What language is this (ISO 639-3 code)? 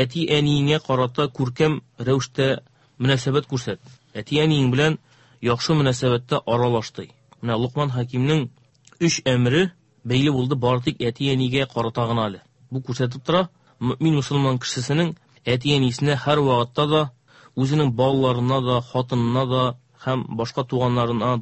tat